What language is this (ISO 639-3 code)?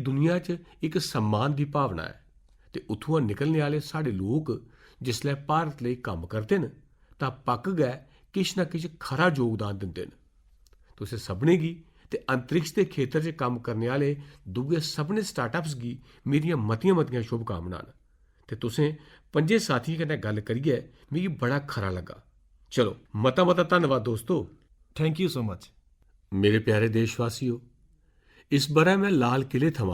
doi